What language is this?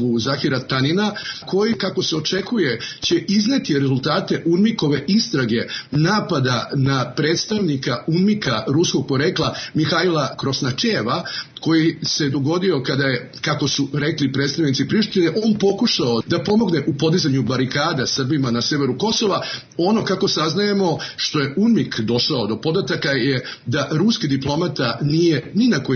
Serbian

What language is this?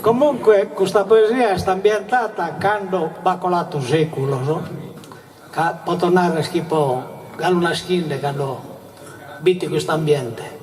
Sardinian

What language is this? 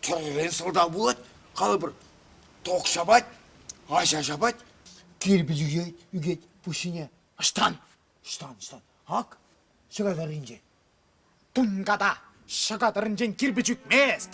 Chuvash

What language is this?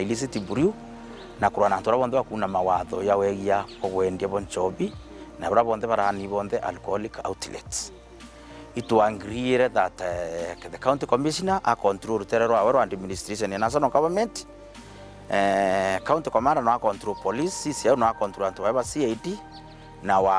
Meru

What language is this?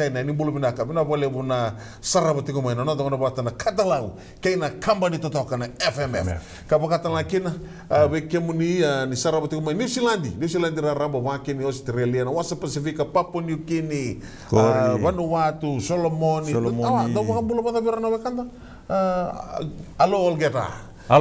Fijian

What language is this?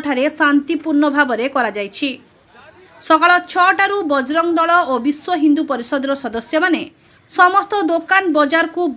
Odia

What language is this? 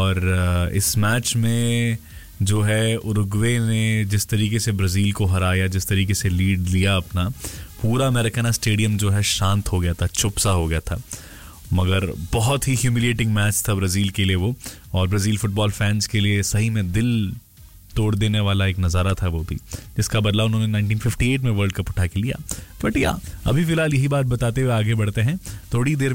Hindi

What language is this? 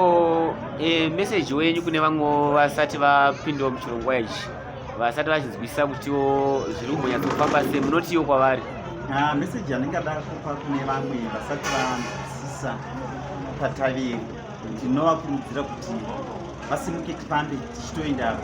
Shona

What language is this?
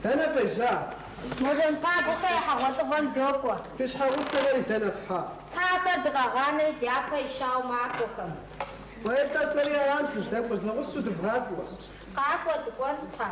Kabardian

